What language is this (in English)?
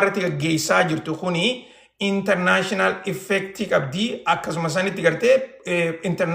Oromo